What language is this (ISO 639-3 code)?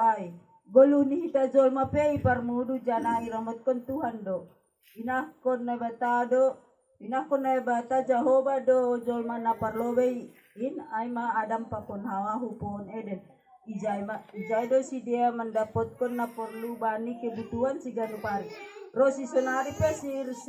bts